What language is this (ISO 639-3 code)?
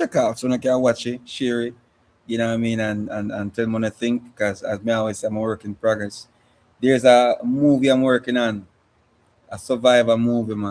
jam